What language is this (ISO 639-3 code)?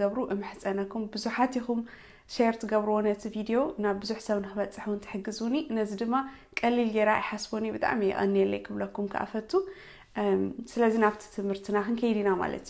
tir